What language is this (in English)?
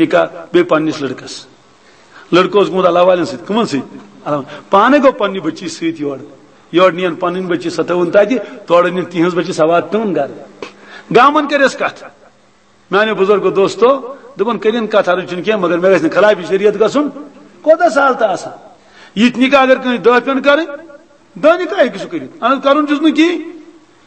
Kashmiri